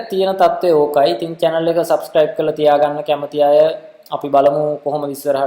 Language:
Sinhala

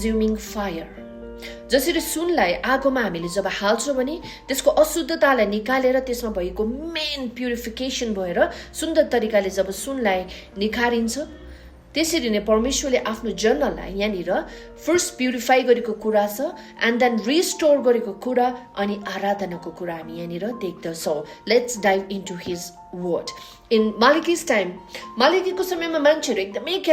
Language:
Nepali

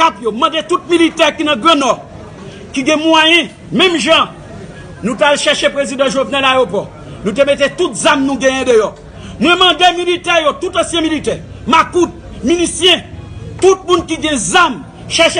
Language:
Haitian Creole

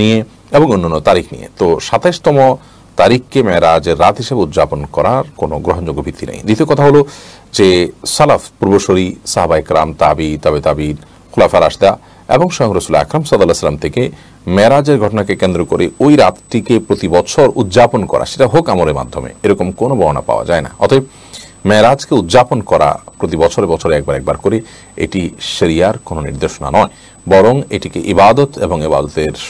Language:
Bangla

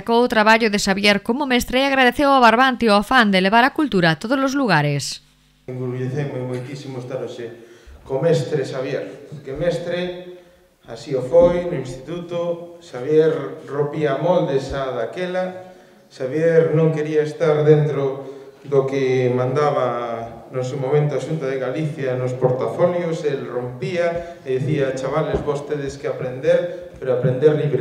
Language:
Galician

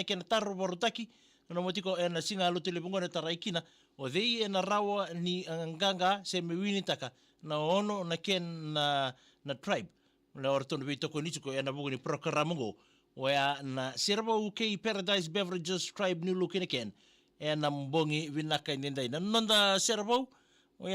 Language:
Fijian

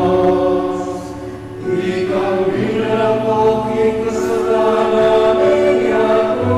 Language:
Pampanga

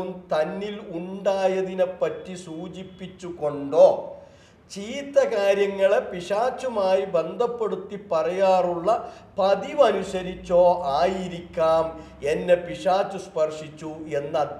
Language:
Malayalam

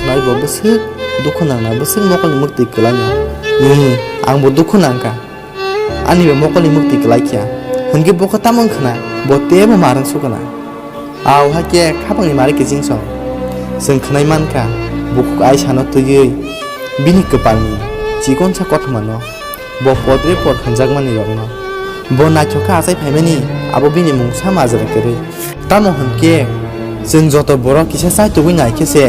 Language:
Kok Borok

